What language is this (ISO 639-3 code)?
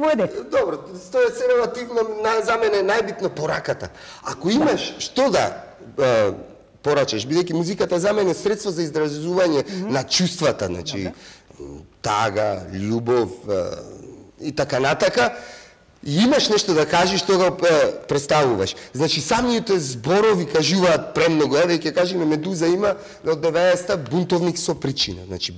mkd